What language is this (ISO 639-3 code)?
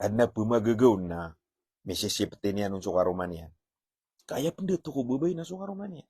mrw